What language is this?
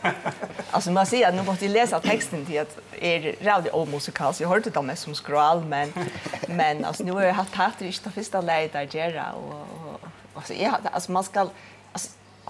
Faroese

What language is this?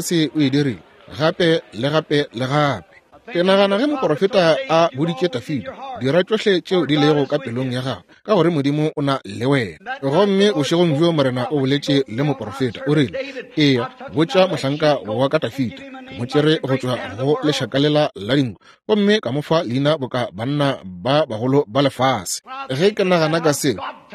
Northern Sotho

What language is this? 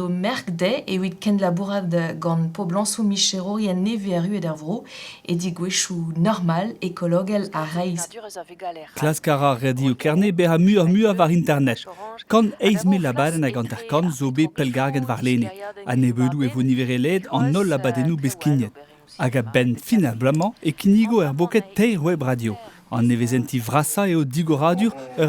Breton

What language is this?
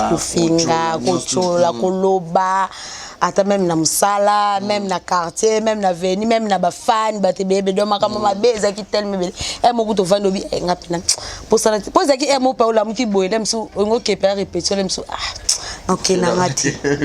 Lingala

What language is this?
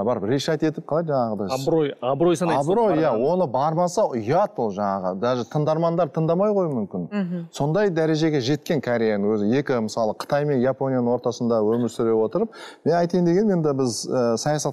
Kazakh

